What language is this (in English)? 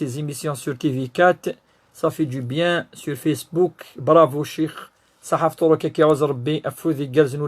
Kabyle